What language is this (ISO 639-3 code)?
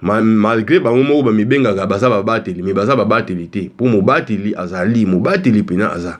lin